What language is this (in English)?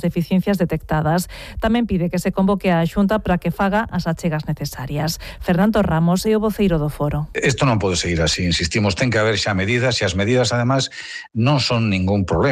Galician